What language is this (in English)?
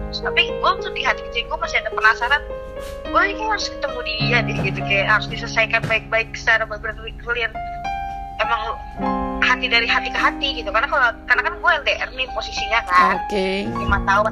Indonesian